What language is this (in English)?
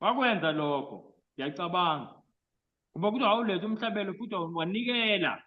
Zulu